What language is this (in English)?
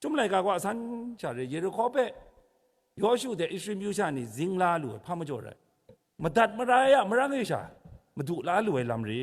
Kachin